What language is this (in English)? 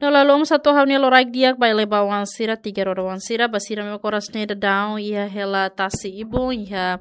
Tetum